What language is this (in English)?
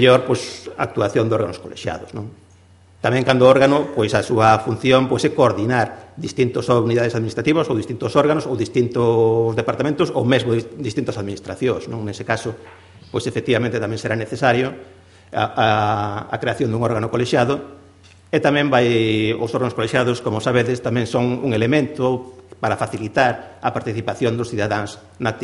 Galician